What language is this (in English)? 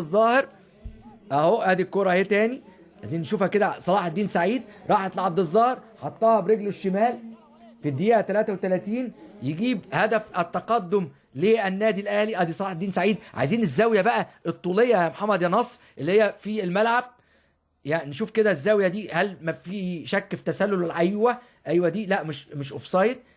Egyptian Arabic